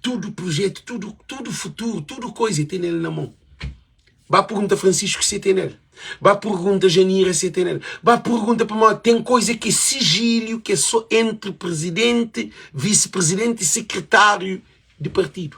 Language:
Kabuverdianu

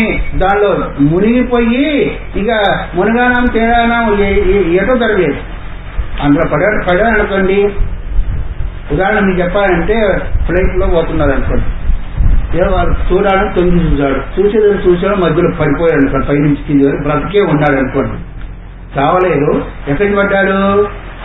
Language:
Telugu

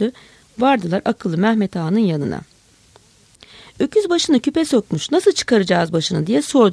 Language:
Turkish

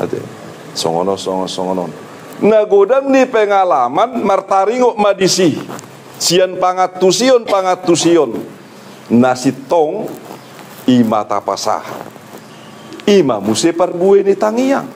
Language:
Batak Toba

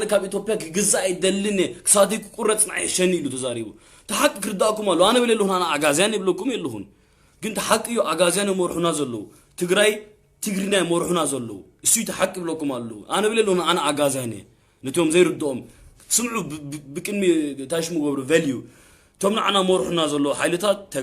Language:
Tigrinya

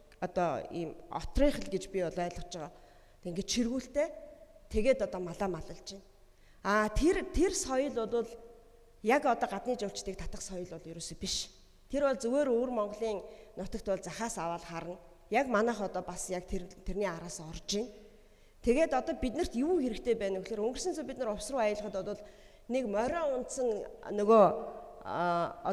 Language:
Mongolian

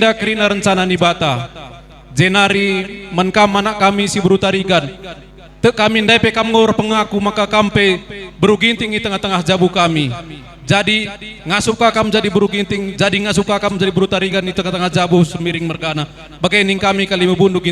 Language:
Batak Karo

